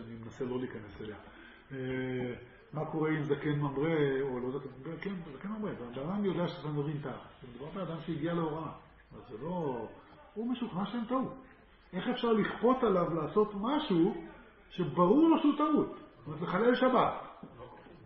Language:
Hebrew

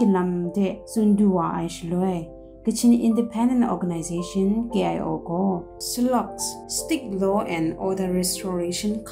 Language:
Kachin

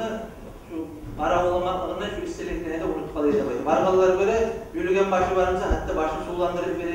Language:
Kumyk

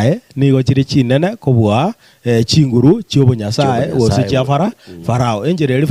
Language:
Gusii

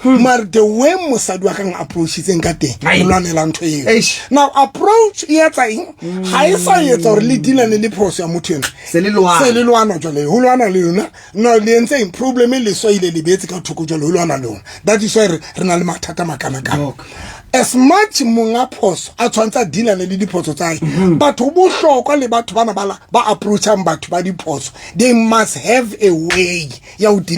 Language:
Southern Sotho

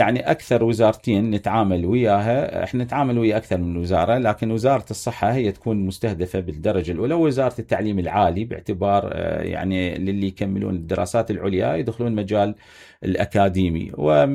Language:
Mesopotamian Arabic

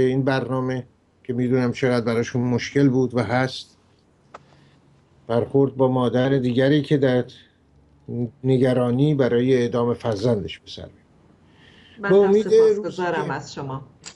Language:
Persian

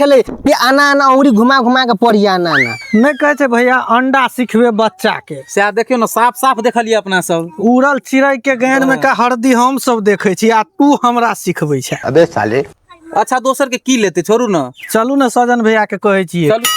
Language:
Maithili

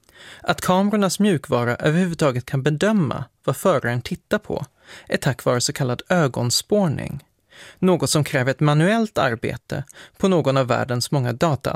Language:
Swedish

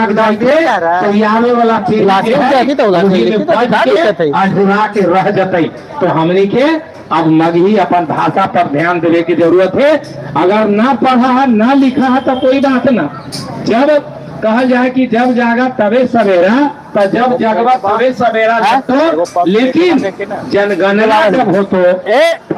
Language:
Magahi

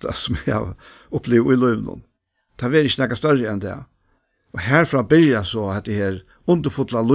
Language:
Faroese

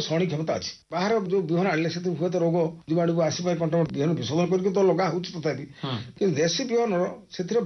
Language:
Odia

